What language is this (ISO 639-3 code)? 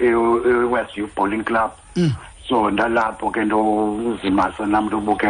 xho